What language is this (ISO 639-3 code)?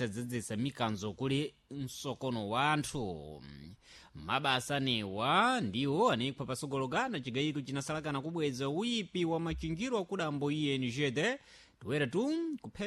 seh